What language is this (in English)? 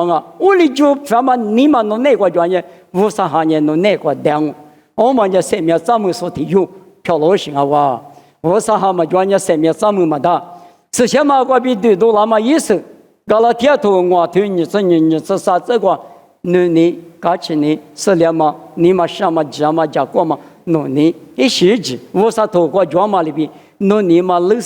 Lisu